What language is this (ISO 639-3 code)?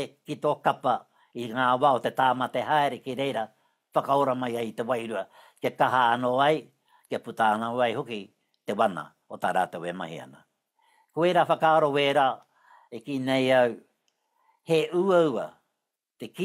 mri